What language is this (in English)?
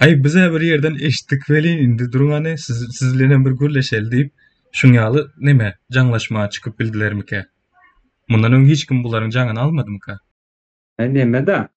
Turkmen